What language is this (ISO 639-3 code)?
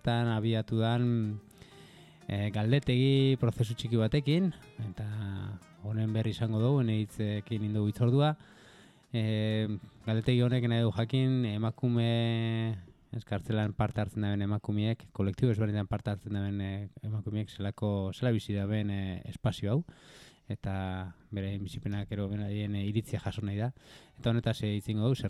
eus